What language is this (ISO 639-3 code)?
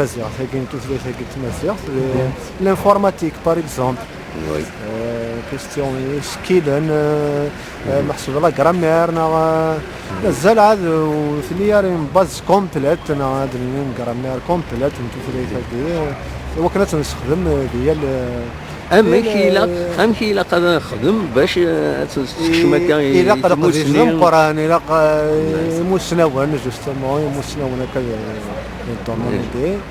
kab